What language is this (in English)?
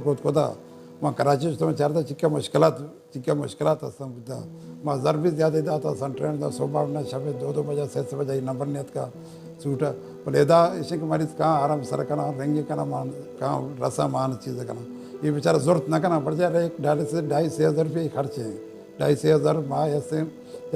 Baluchi